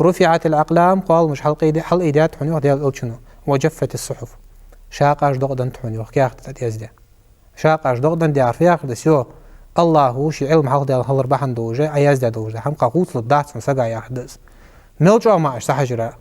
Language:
Ingush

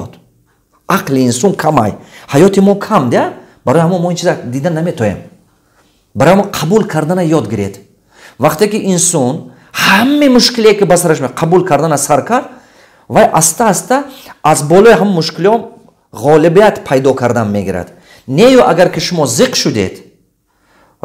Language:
Tajik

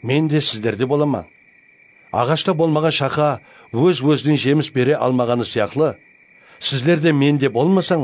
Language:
Kara-Kalpak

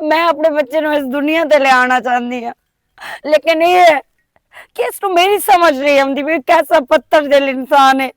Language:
Western Panjabi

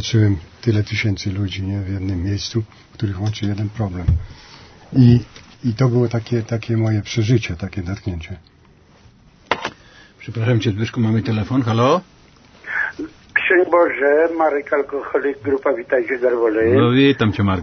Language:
Polish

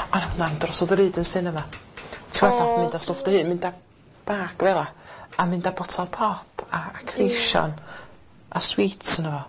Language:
Welsh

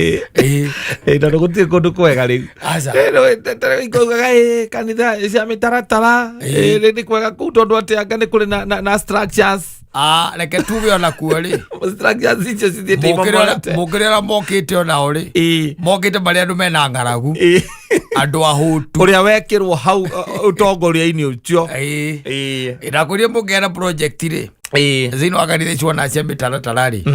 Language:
Kikuyu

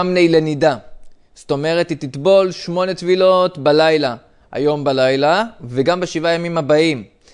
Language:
Hebrew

